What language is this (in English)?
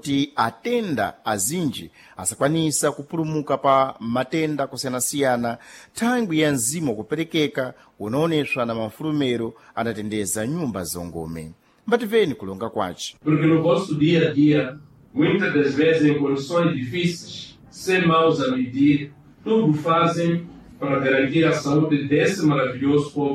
Sena